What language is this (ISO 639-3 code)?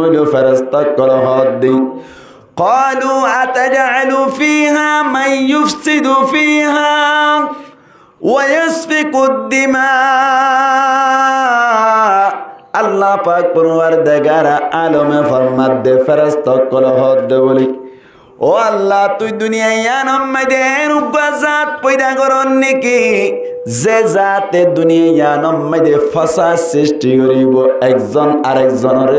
rhg